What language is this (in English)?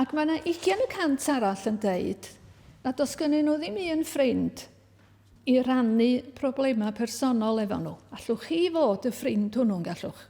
Welsh